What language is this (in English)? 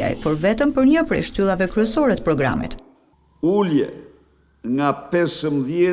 Albanian